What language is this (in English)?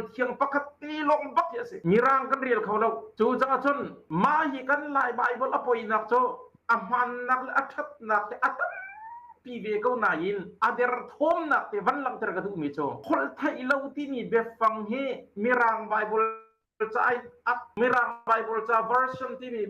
Hakha Chin